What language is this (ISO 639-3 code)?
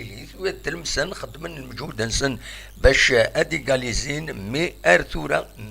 kab